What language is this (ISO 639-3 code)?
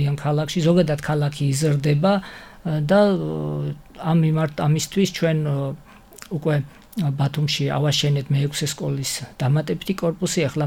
kat